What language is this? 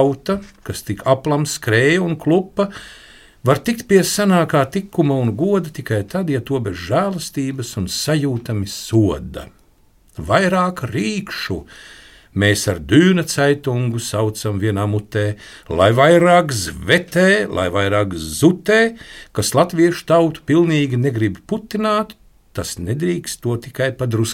Latvian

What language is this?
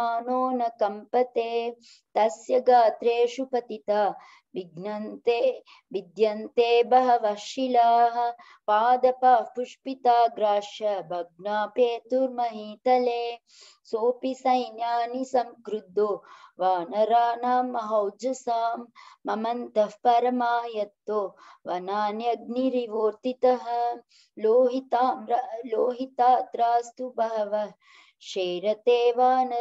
Sanskrit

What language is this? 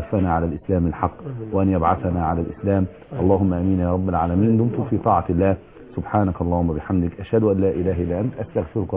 Arabic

